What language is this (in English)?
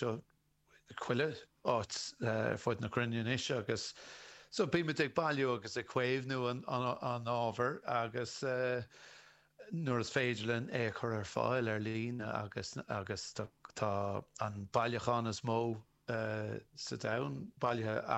Irish